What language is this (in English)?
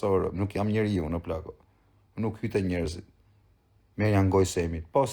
Albanian